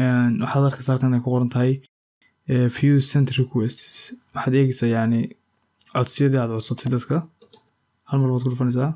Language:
Somali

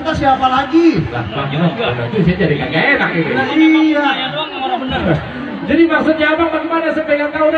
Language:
Betawi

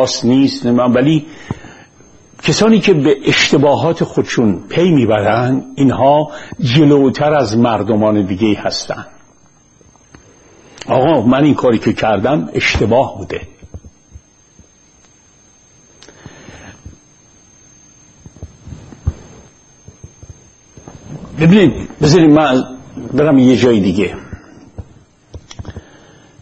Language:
Persian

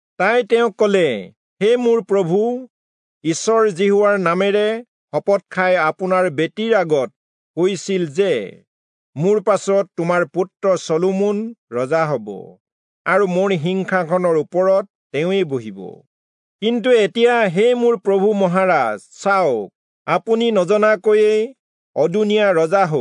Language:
Assamese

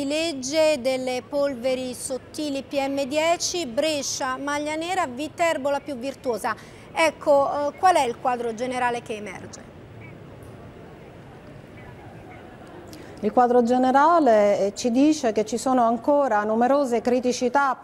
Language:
Italian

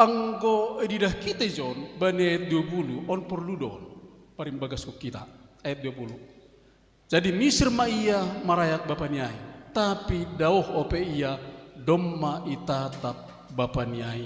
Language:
Batak Simalungun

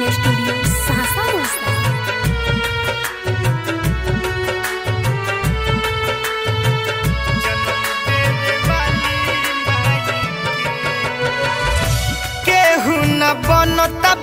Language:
Bhojpuri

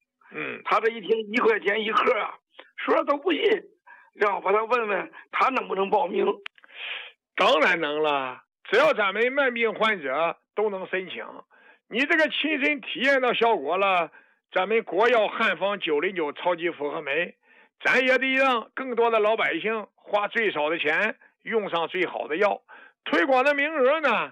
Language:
Chinese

